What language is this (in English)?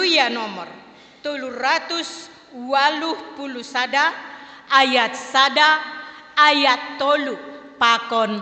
Batak Simalungun